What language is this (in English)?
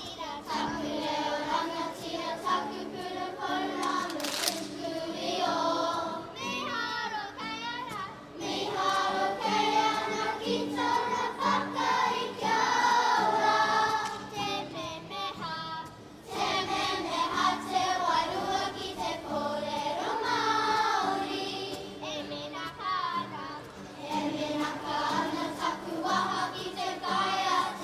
Māori